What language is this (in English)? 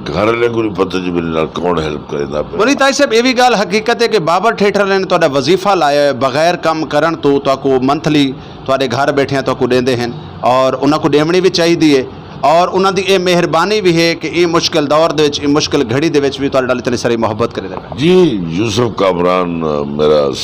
Saraiki